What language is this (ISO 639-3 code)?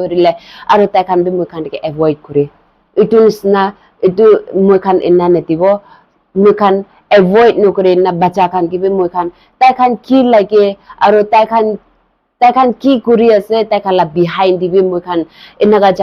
nag